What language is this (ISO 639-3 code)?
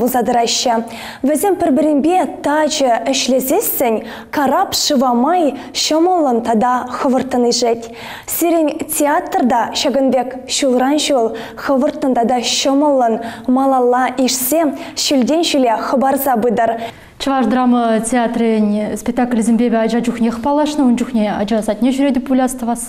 chv